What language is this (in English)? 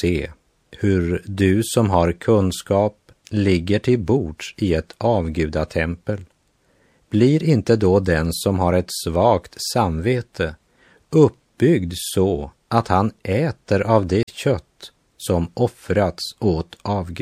Swedish